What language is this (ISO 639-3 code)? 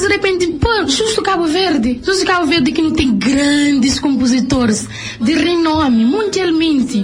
kea